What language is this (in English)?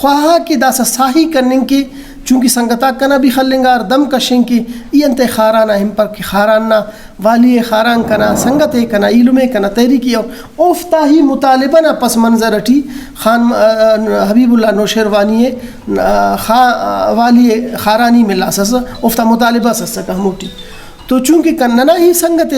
Brahui